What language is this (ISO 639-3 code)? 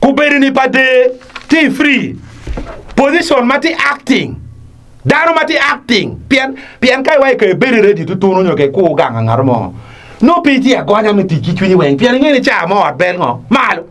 ach